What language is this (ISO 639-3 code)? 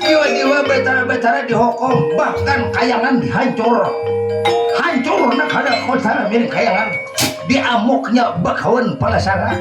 bjn